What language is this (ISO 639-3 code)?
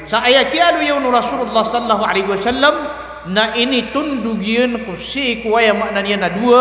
mrw